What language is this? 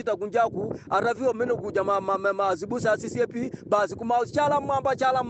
Nyanja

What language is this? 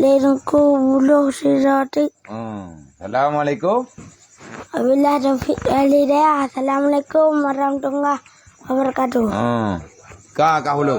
Achinese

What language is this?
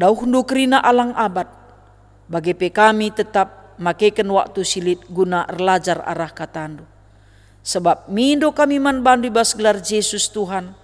Batak Karo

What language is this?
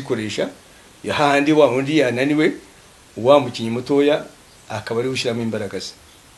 Kinyarwanda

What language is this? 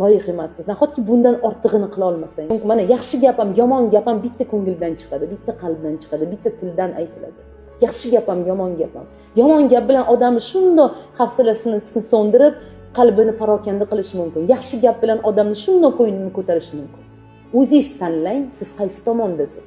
Uzbek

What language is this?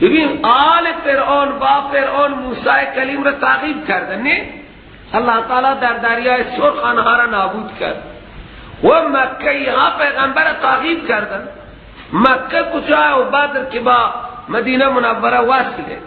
Persian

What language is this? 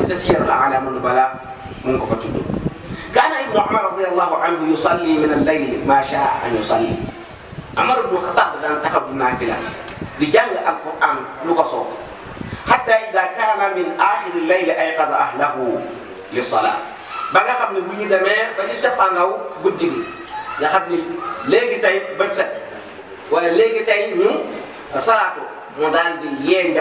Wolof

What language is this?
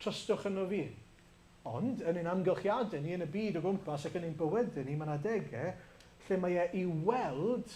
Welsh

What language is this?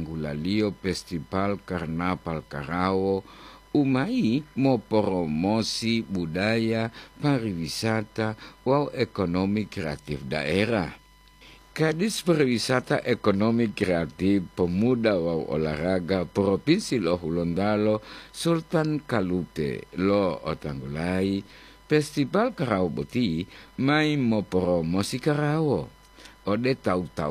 Gorontalo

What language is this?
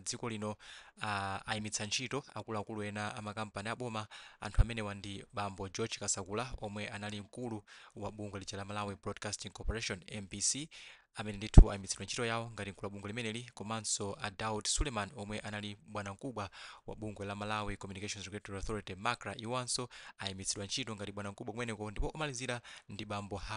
Nyanja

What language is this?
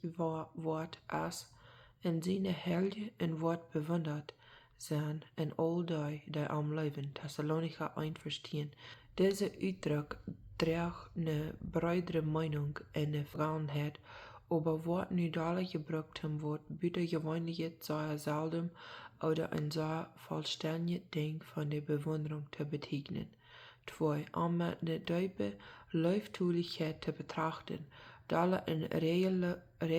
Plautdietsch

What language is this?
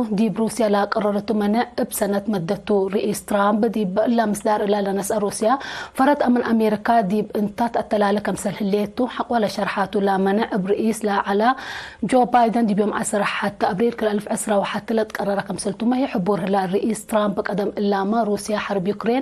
Tigre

